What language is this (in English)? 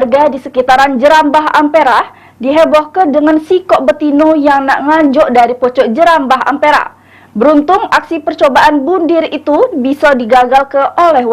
Musi